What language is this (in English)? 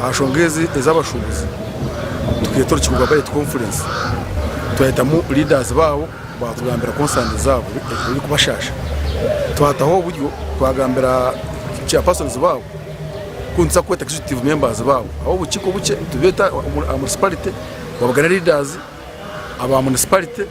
Nyankole